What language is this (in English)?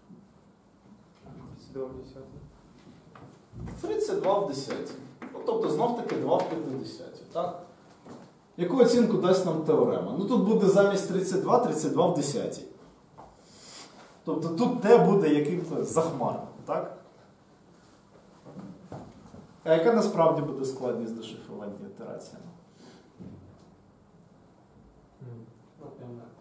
Ukrainian